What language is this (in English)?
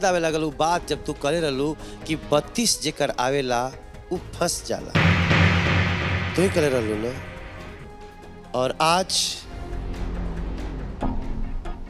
Bhojpuri